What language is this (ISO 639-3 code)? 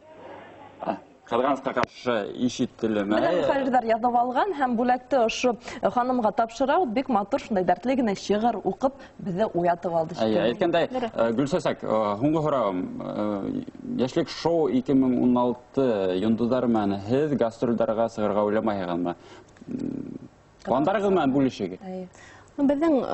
bak